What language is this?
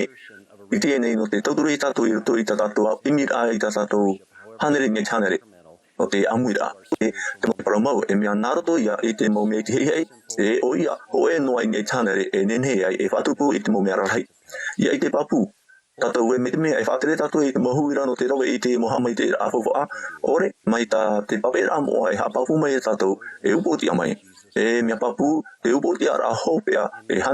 Tahitian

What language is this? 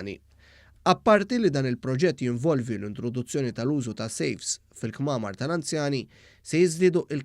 Maltese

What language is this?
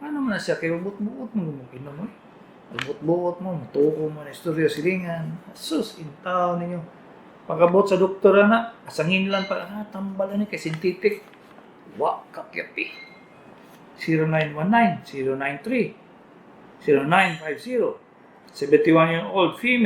Cebuano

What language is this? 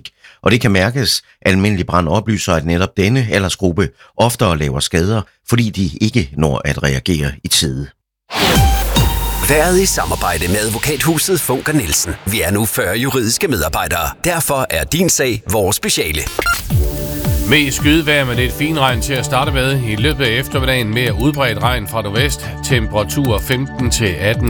Danish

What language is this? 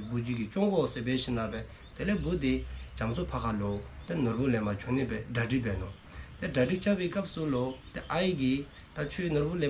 Dzongkha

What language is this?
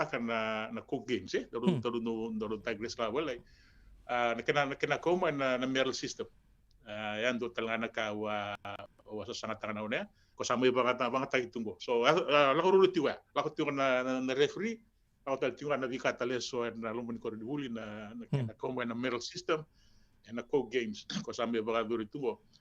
Fijian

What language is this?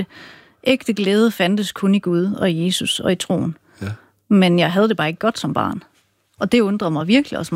Danish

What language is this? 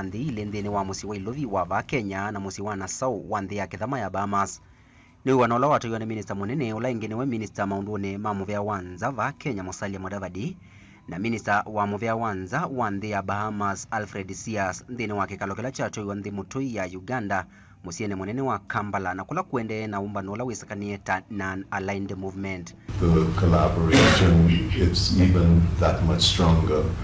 Kamba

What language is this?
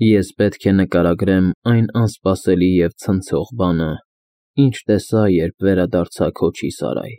Armenian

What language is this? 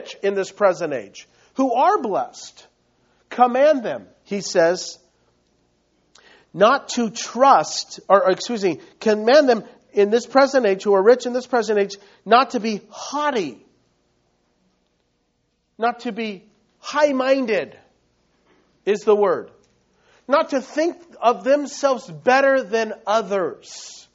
English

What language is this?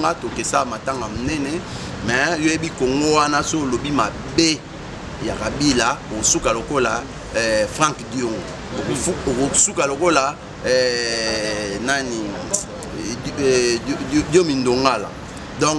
Lingala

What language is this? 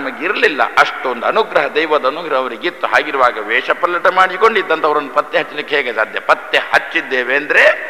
Kannada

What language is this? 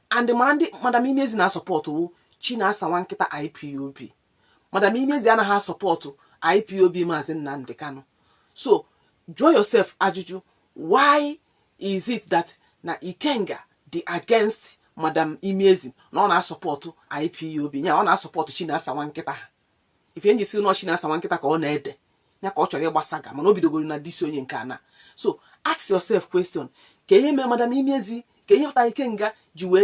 Igbo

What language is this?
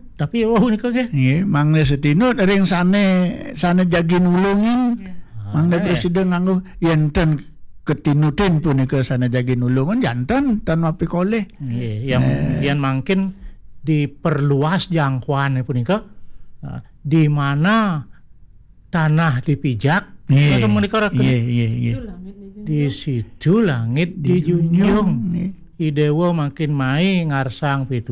Balinese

